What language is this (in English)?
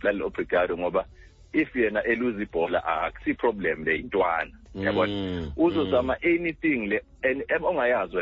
Xhosa